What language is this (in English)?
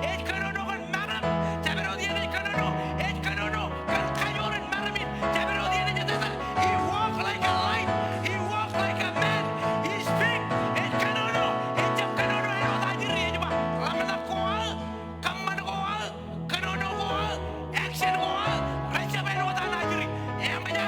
Marshallese